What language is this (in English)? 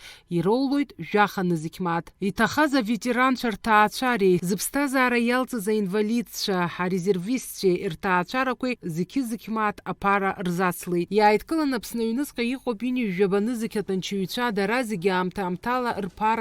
Abkhazian